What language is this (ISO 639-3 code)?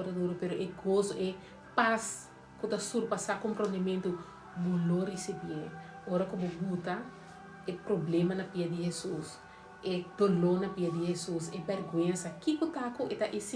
pap